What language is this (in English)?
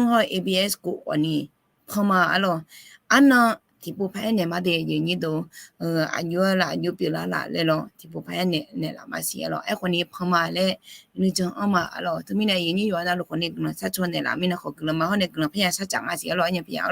Akha